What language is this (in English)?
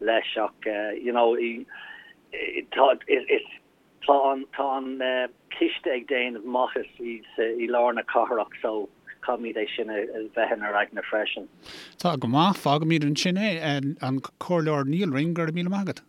Irish